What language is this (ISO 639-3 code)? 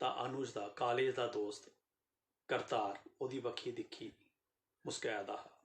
doi